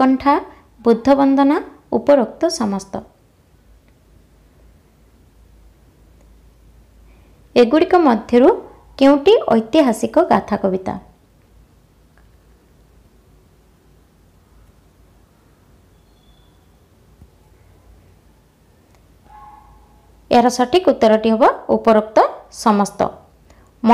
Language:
Odia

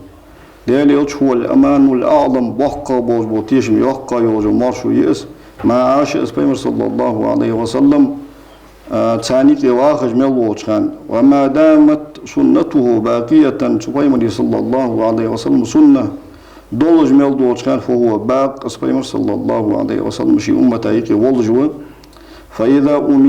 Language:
Ingush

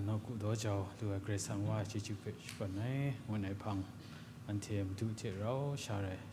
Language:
Kachin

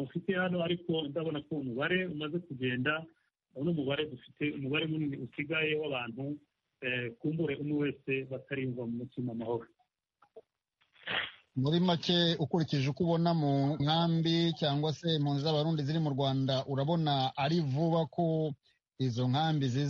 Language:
Kinyarwanda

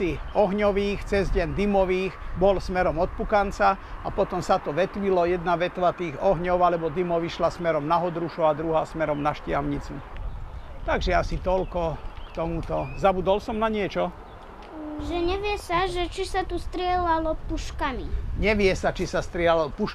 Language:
Slovak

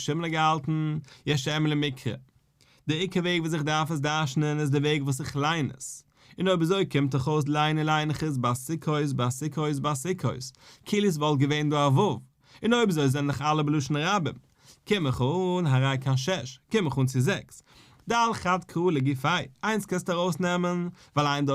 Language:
Yiddish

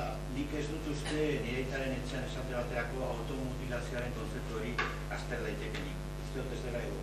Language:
Basque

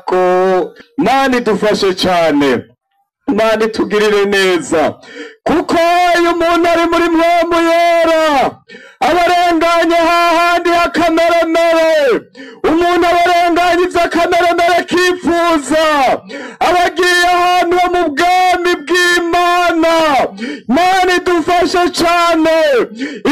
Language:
Rundi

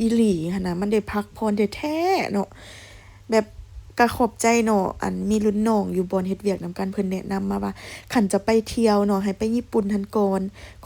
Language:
Lao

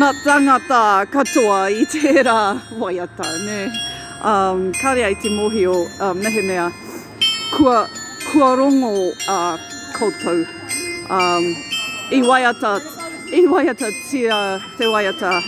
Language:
Māori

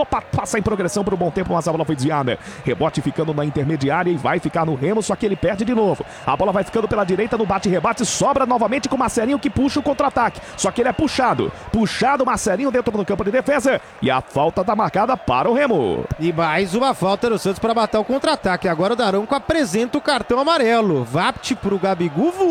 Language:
Portuguese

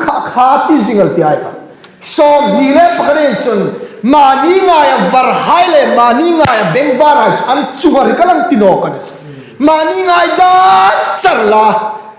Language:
Hmar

